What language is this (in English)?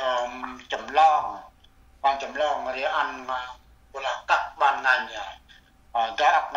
Central Mnong